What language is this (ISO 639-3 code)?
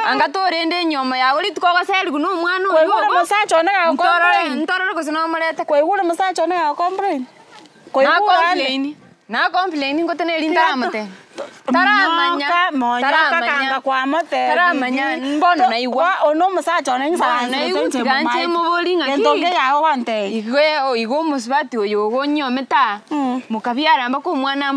guz